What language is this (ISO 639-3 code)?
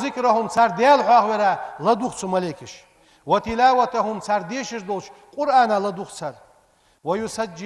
inh